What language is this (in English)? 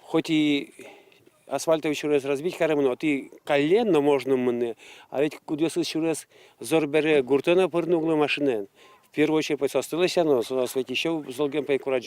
Udmurt